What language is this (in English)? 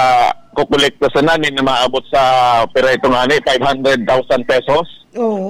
Bikol